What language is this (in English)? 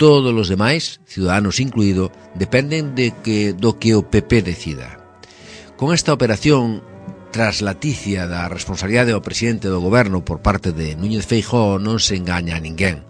Galician